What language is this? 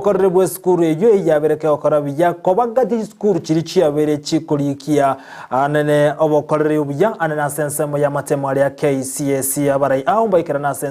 Gusii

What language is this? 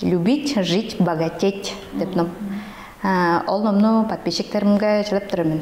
Tuvinian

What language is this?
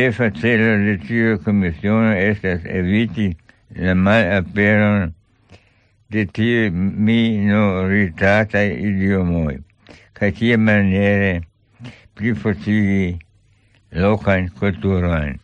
Esperanto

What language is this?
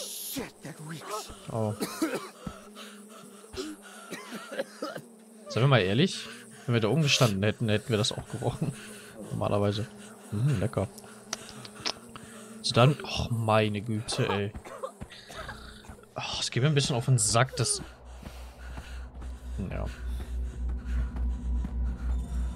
German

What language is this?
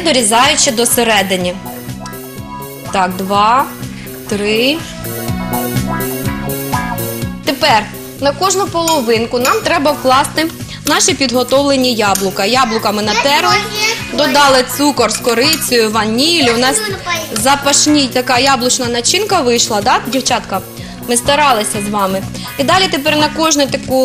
Ukrainian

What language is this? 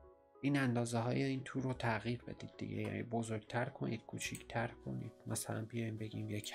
Persian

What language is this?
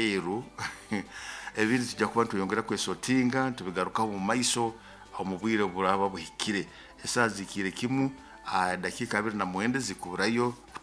Nyoro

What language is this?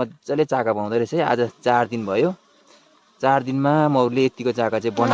Nepali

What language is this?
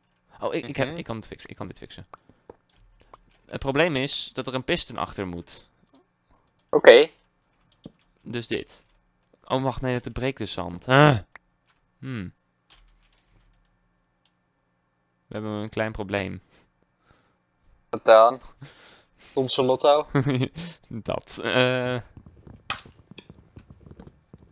Dutch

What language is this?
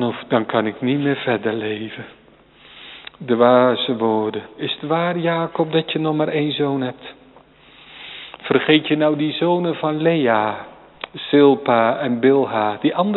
Dutch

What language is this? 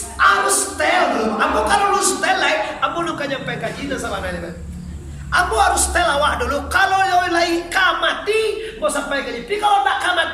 Minangkabau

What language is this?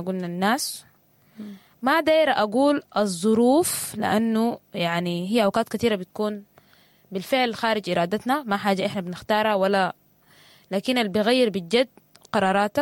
Sudanese Arabic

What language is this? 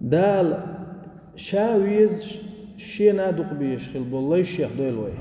Chechen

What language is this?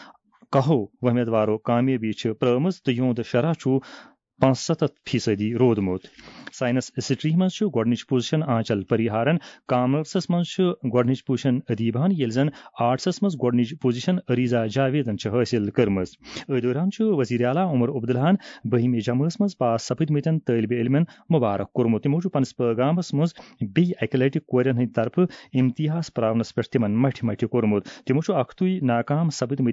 Kashmiri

